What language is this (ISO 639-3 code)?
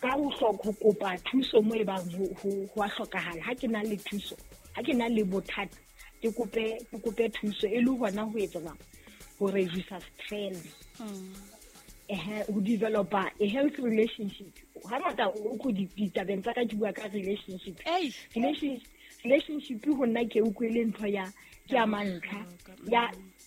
sot